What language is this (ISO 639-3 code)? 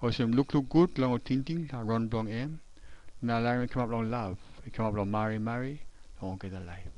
tpi